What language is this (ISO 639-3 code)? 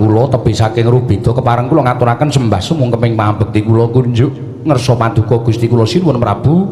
jav